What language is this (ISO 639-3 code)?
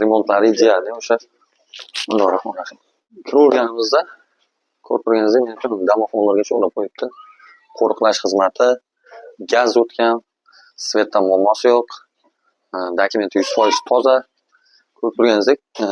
uzb